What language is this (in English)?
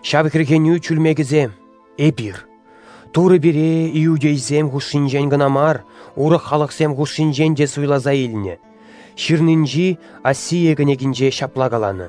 Chuvash